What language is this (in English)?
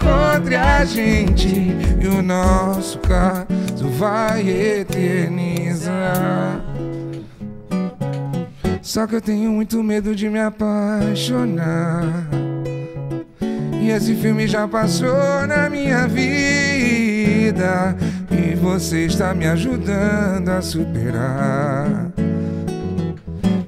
Portuguese